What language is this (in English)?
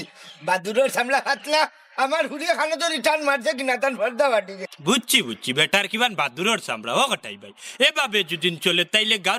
Sylheti